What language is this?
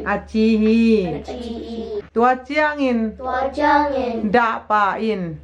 Tedim Chin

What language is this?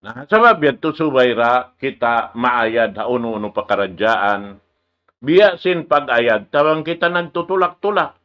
Tausug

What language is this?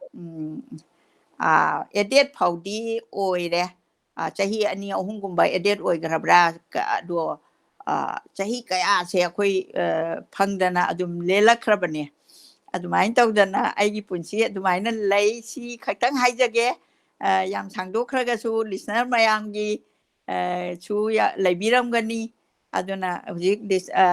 Manipuri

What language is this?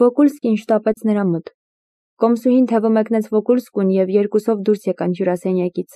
Armenian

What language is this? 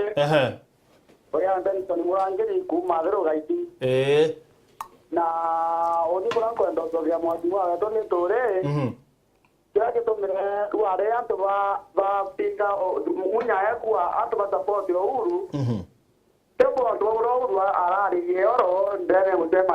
Meru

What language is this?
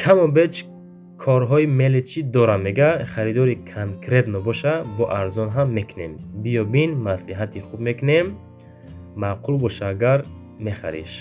Tajik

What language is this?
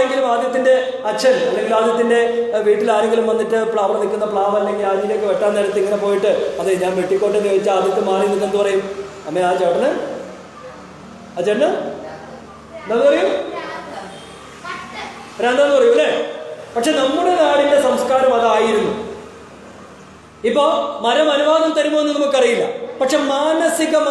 Malayalam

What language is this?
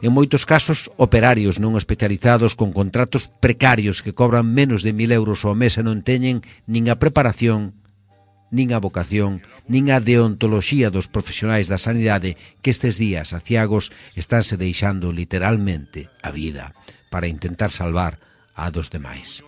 Galician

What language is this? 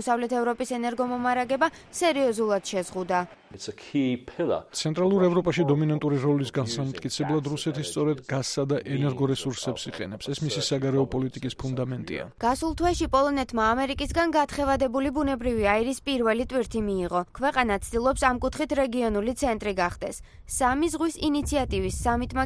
Georgian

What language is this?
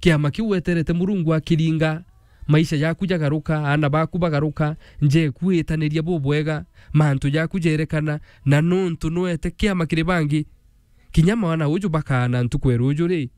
Meru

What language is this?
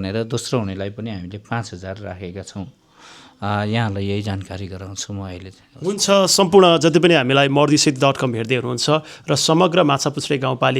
Nepali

